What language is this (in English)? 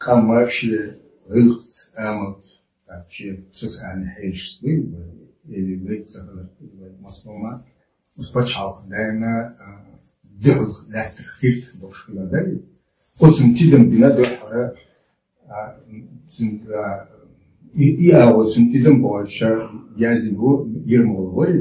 Chechen